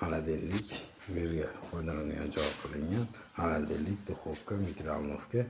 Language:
Uzbek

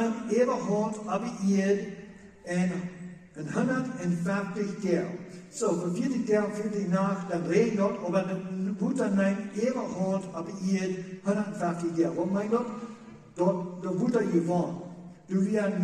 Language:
Plautdietsch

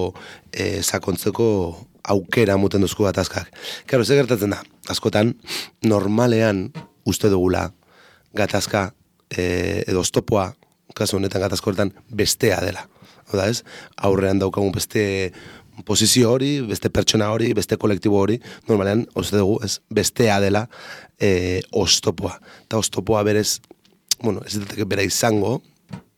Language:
Basque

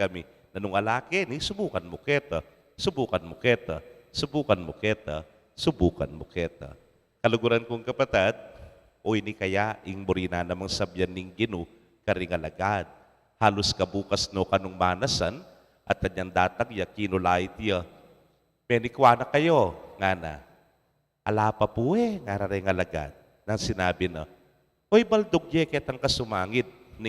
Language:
Pampanga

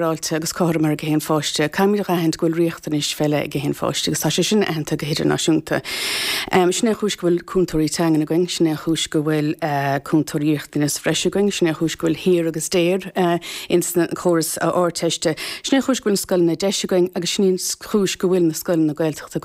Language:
Irish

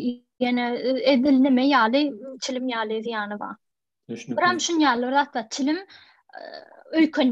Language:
Turkmen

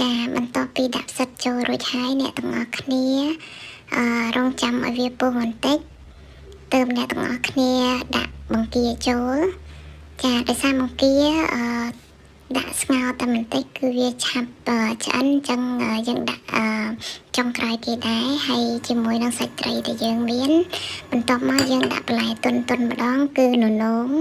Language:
Khmer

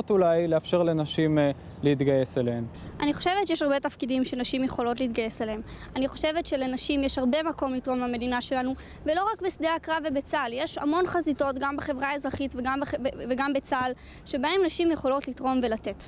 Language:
Hebrew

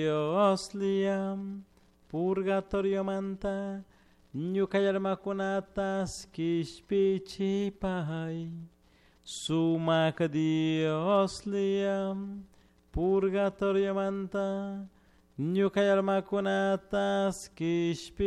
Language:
Chimborazo Highland Quichua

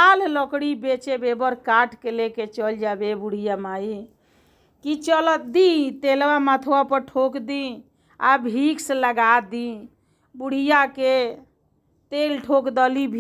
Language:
Bhojpuri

